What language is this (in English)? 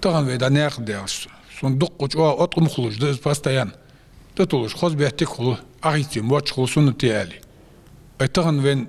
Ingush